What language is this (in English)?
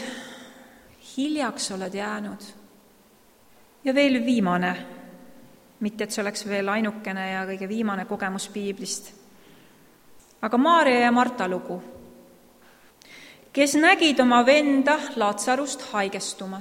Estonian